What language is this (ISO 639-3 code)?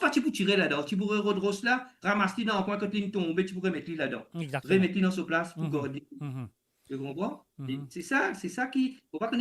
mfe